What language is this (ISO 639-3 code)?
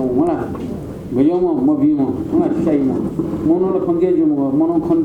new